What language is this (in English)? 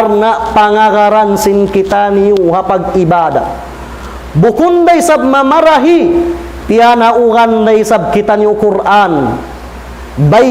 Tausug